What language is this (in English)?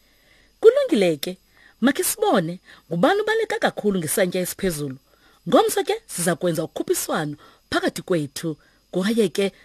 Xhosa